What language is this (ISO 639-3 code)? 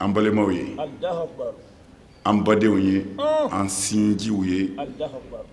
bam